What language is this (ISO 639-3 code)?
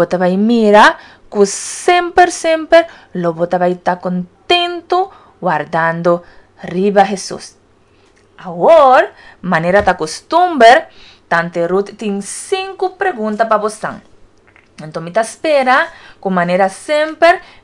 pap